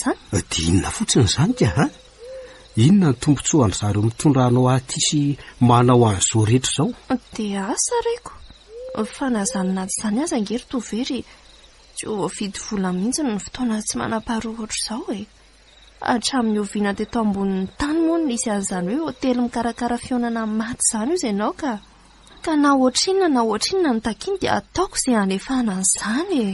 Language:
Malagasy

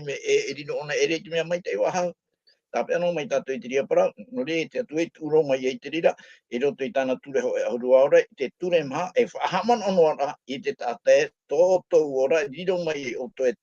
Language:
Tahitian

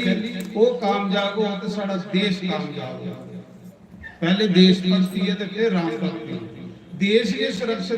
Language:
Dogri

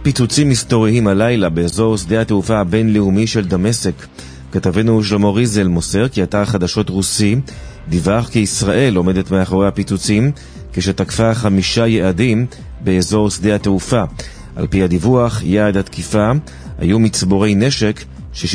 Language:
Hebrew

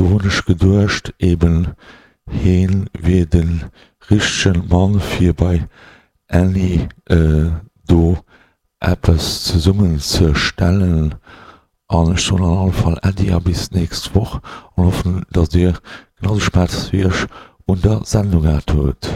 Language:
Luxembourgish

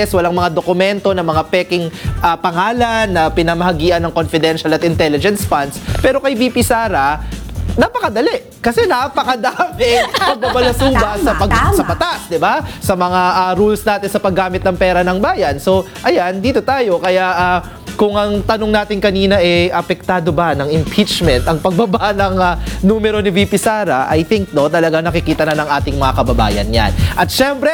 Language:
Filipino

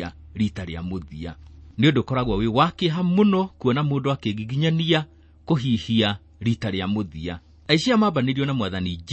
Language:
Kikuyu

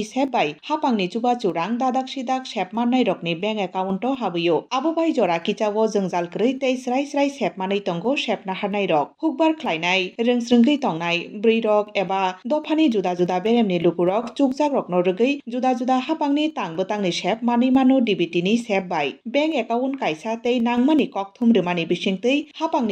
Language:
Kok Borok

